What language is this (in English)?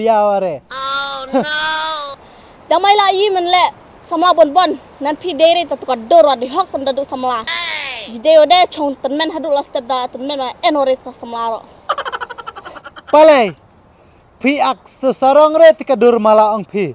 Khasi